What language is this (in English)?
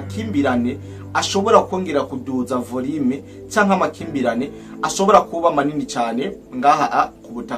Rundi